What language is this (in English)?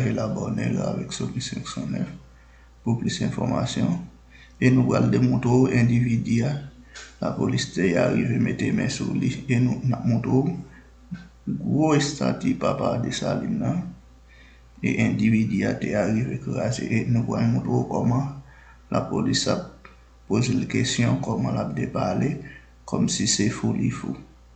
Haitian Creole